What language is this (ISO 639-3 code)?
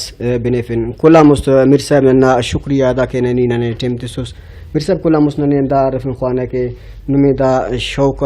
brh